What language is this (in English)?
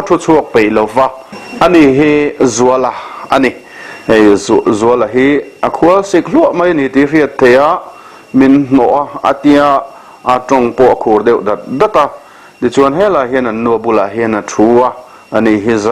Mizo